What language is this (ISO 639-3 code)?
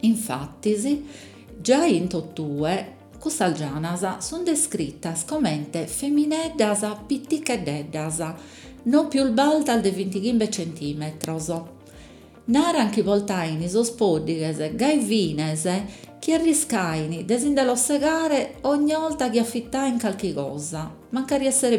srd